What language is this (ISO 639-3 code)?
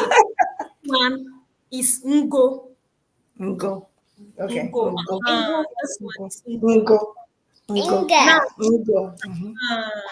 ewe